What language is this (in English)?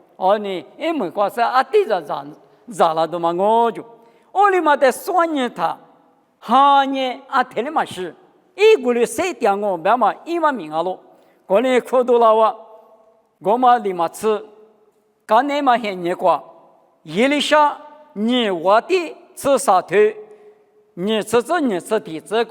Lisu